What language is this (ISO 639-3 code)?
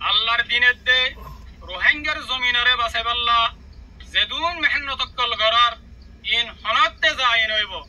rhg